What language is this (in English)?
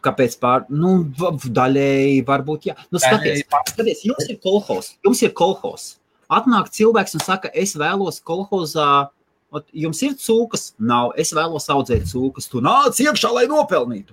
Latvian